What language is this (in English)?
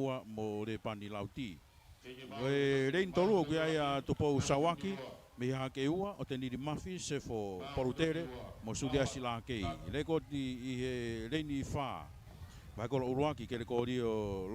Tongan